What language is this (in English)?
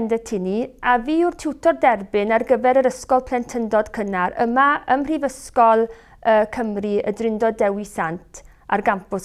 Welsh